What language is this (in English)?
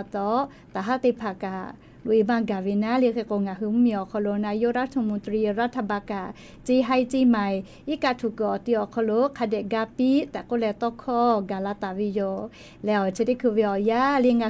Lahu